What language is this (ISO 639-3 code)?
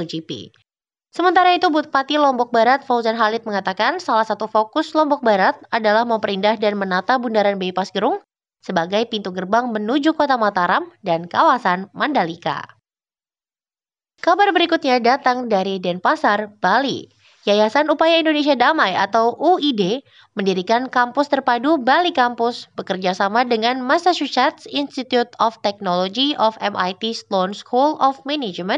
ind